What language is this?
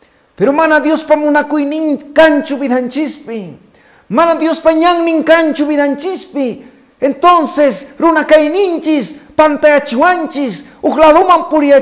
Quechua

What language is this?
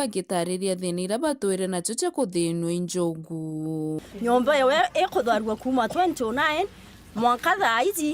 Meru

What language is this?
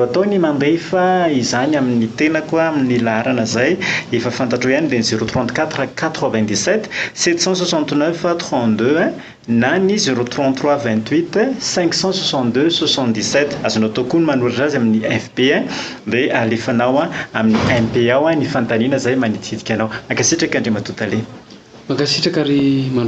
Malagasy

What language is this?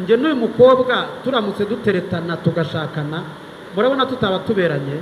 Kinyarwanda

